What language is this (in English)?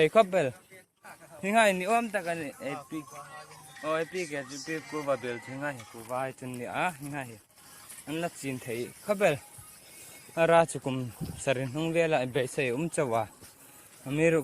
Hmar